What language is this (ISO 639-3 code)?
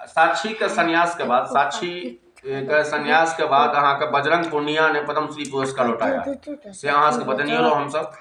mai